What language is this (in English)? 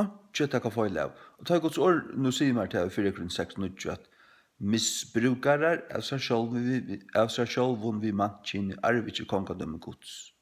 Faroese